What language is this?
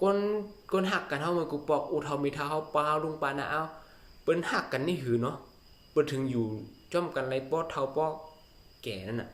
Shan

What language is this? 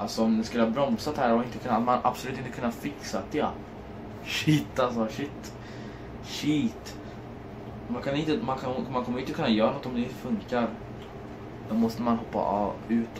Swedish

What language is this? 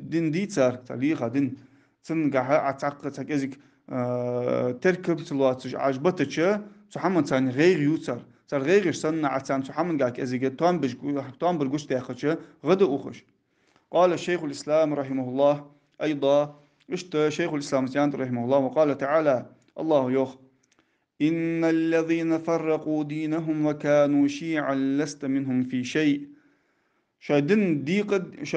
Ingush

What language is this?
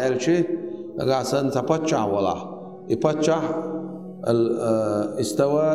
Chechen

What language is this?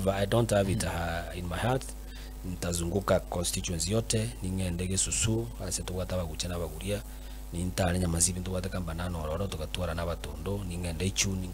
Gusii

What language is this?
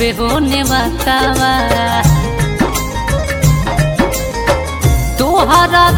Bhojpuri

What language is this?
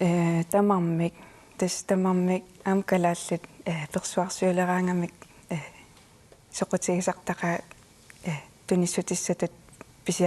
Kalaallisut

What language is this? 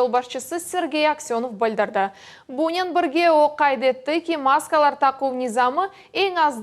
Crimean Tatar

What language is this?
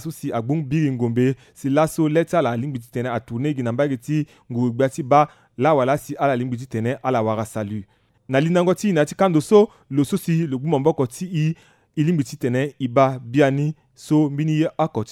Sango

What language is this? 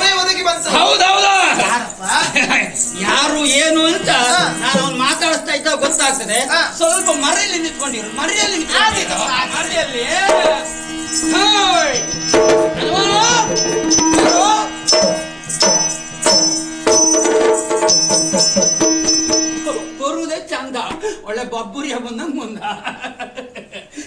Kannada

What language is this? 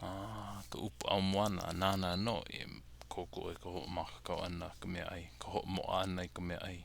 Hawaiian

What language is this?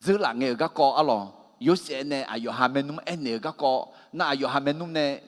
Akha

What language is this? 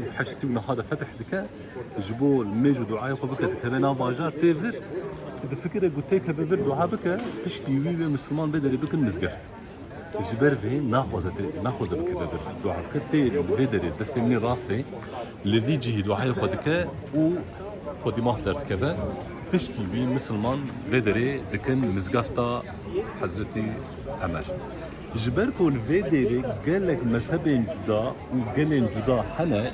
Kurdish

